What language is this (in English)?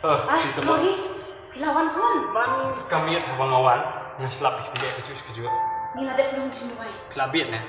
Khasi